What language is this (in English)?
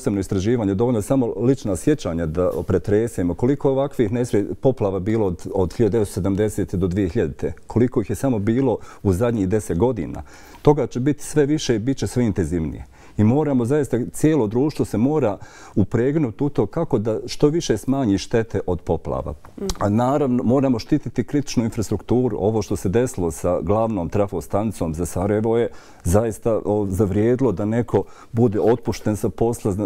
Bosnian